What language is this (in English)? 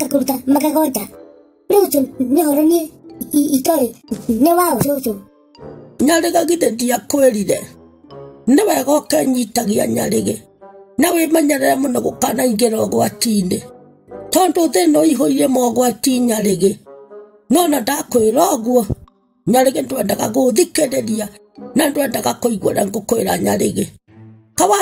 Kikuyu